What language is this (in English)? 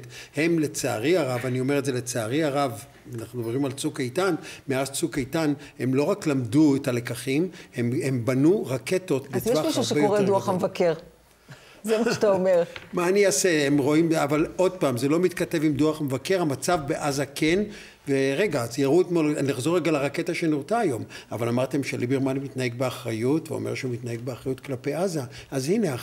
Hebrew